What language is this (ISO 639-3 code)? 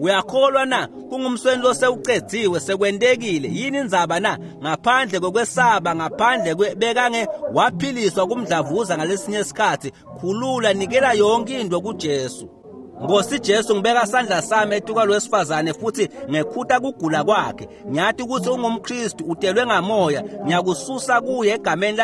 ssw